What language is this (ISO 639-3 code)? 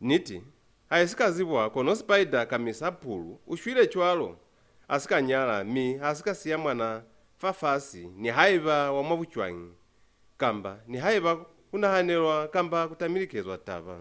loz